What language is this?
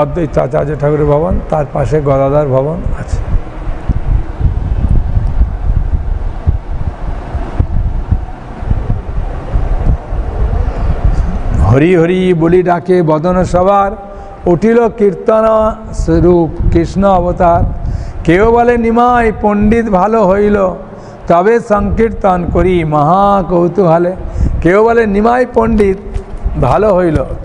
Bangla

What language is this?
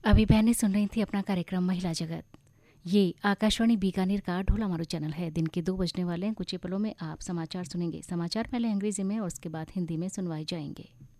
Hindi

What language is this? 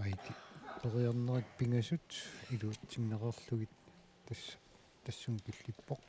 Kalaallisut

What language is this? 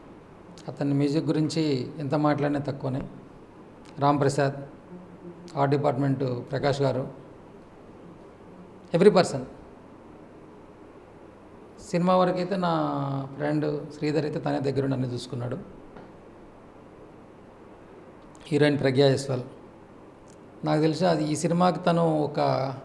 Telugu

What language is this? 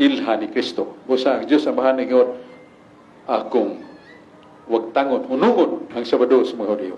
Cebuano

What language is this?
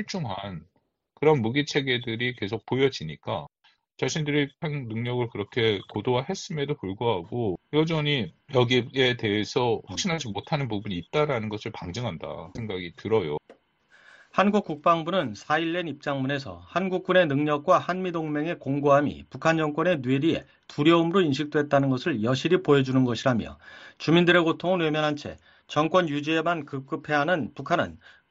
Korean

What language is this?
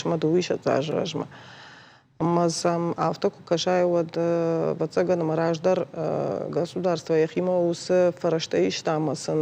Ossetic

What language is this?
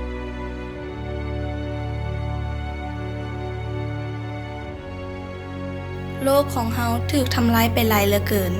Lao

